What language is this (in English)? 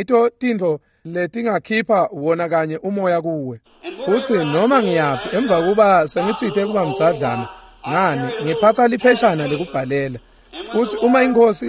Swati